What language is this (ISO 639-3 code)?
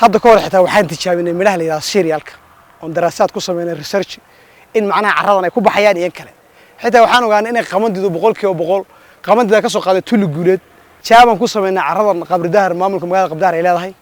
som